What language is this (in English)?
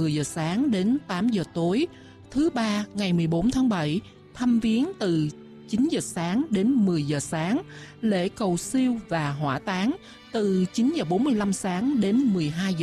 Vietnamese